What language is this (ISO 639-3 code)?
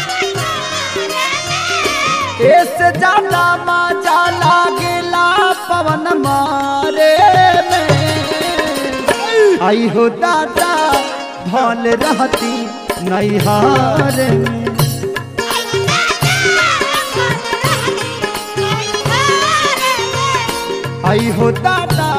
bho